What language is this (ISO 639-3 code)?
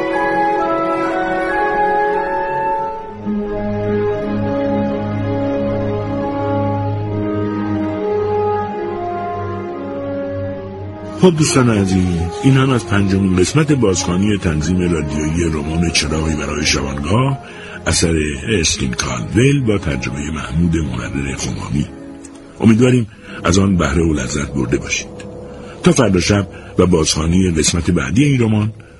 fas